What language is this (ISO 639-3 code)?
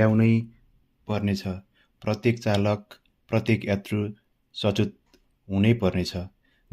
nep